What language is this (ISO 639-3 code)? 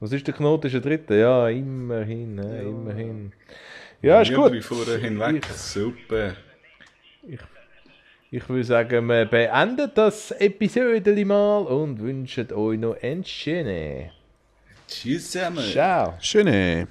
gsw